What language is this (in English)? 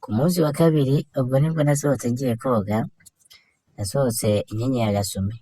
Kinyarwanda